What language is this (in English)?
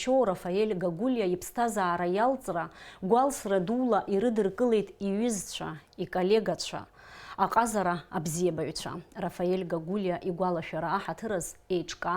Abkhazian